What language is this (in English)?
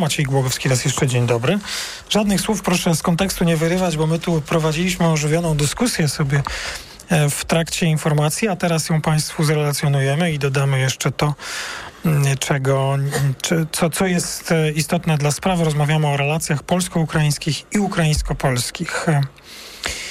Polish